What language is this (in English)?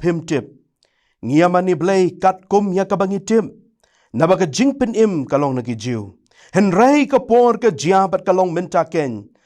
Khasi